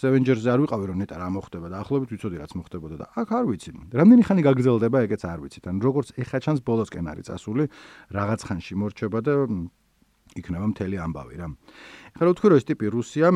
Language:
Georgian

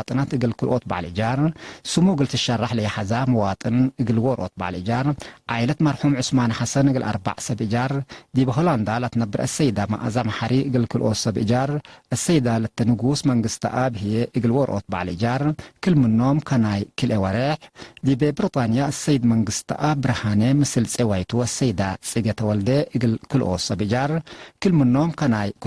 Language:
Tigre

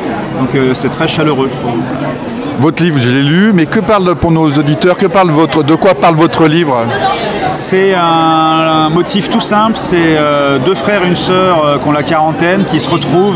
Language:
French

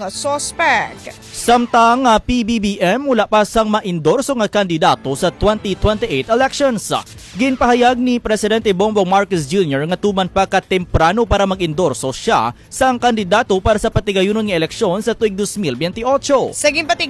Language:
Hiligaynon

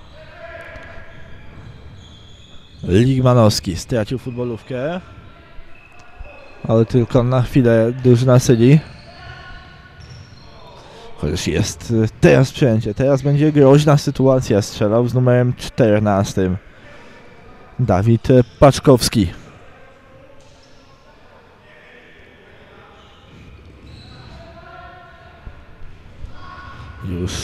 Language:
Polish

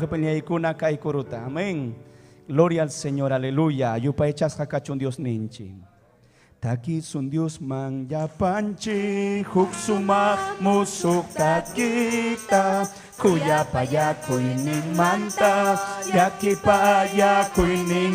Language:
Ayacucho Quechua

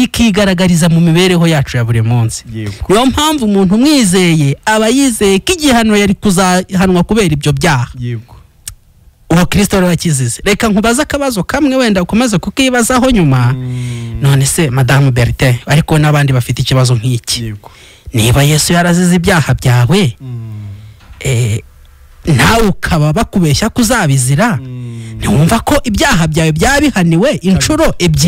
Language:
Kinyarwanda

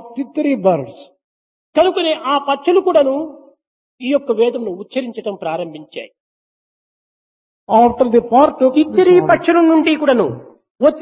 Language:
Telugu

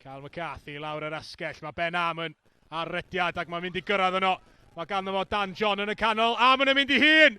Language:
Welsh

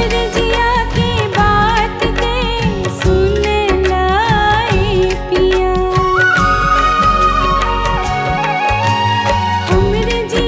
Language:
Bhojpuri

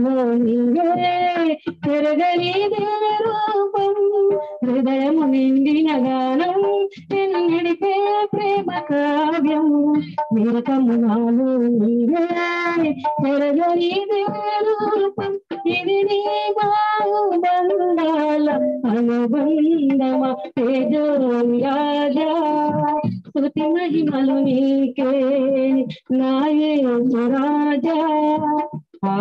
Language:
Telugu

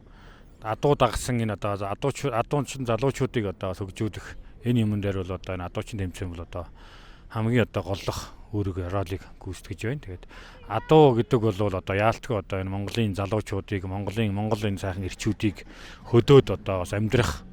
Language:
Mongolian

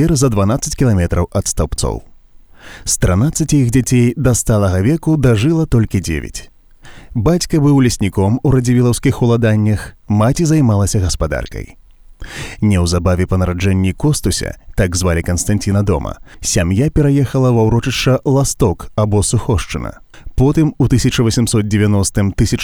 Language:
Belarusian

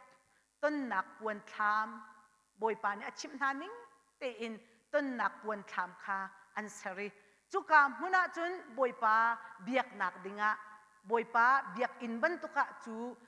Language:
Hakha Chin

